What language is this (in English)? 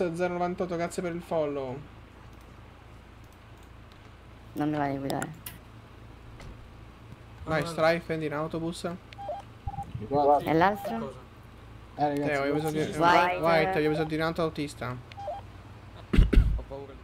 Italian